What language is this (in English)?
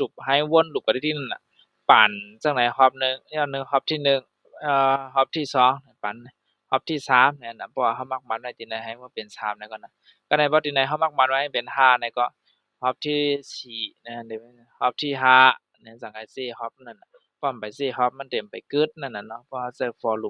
Shan